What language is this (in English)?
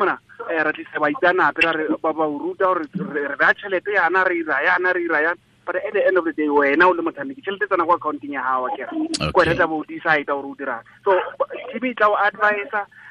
Tswana